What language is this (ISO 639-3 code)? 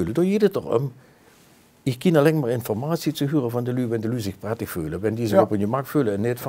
lim